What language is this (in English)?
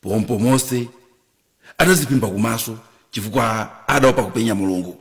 Nyanja